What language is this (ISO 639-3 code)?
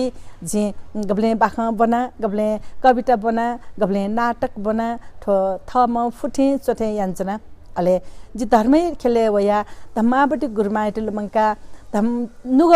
new